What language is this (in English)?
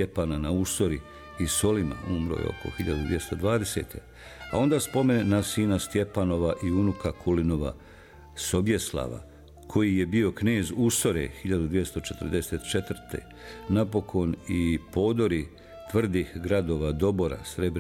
Bosnian